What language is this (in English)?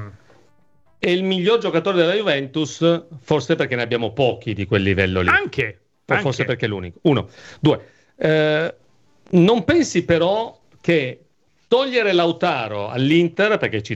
Italian